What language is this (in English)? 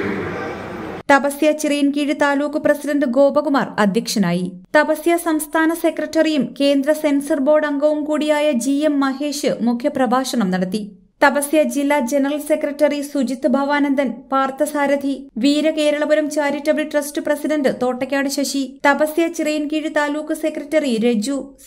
Malayalam